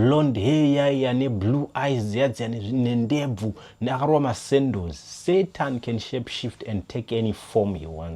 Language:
Shona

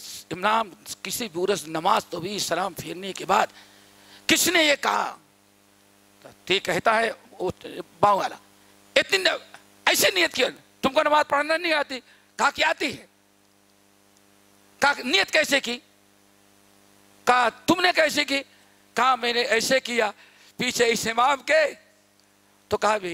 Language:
Urdu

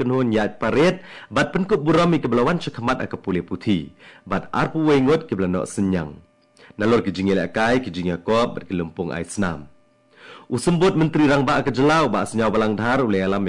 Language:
Khasi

